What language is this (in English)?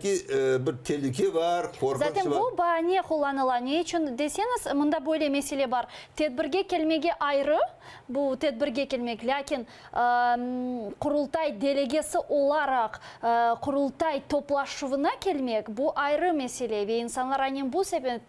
Crimean Tatar